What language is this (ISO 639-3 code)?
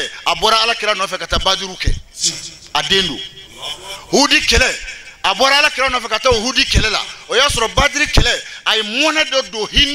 bam